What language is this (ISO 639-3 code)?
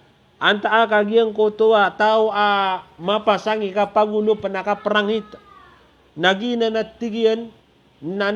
mrw